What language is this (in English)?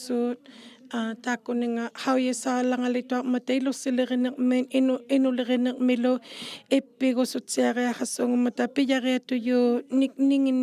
Inuktitut